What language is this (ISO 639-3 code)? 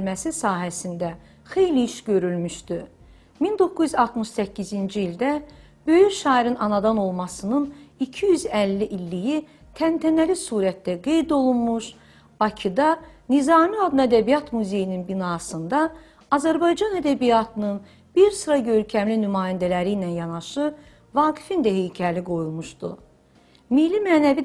aze